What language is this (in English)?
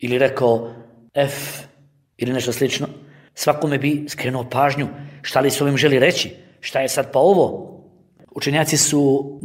Bosnian